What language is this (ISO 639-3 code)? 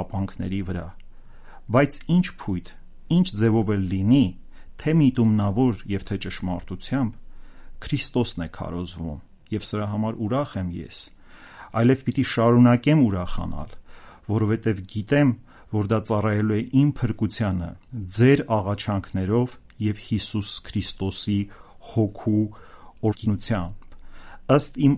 hye